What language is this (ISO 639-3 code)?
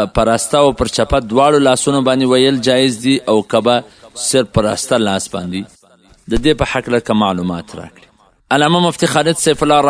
pus